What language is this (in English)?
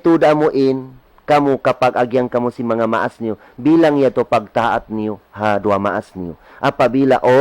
Tausug